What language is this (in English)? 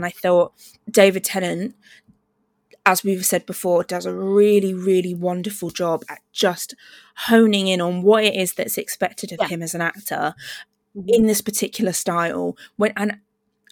English